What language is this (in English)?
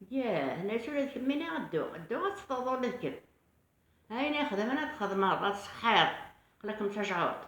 Kabyle